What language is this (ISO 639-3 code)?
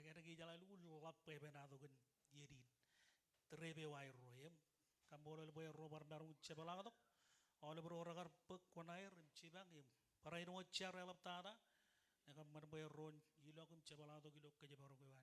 mah